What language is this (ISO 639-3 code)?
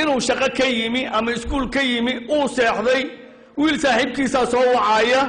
som